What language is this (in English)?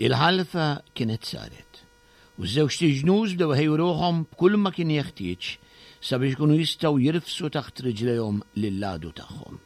Maltese